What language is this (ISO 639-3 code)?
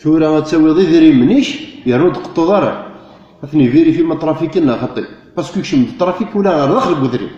kab